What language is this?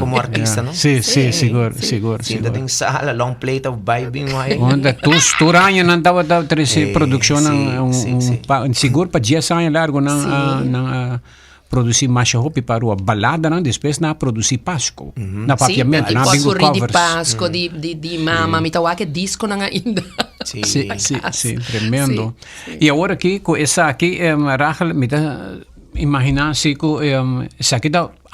Papiamento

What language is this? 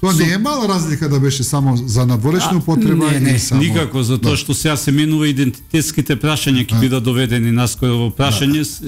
Macedonian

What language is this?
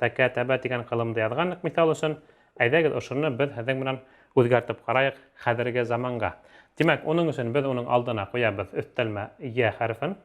Bashkir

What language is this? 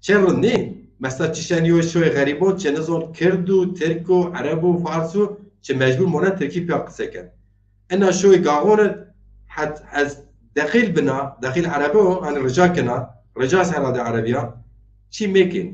Zaza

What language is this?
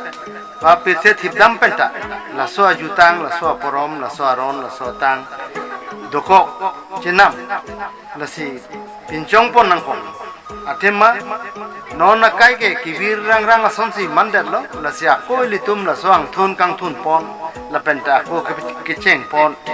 Karbi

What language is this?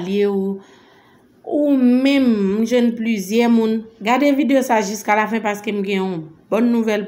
Haitian Creole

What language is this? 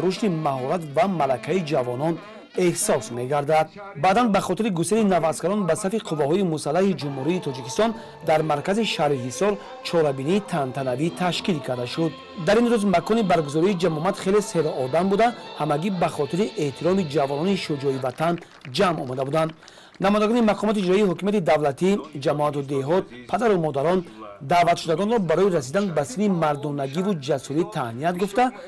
Tajik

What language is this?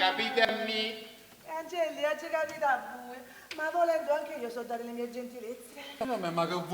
Neapolitan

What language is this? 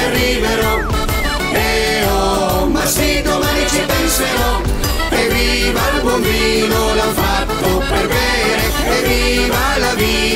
Italian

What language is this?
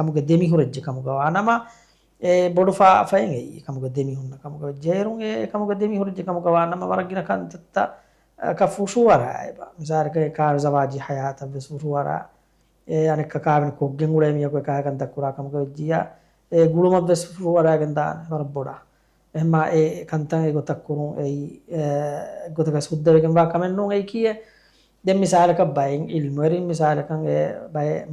Divehi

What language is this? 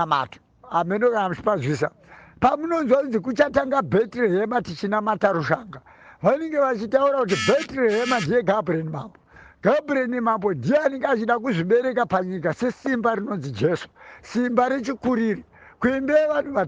Shona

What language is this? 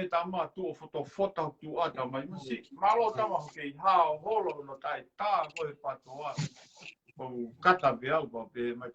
Tongan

